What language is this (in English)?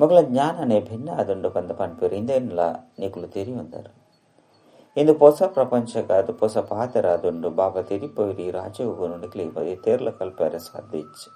Tulu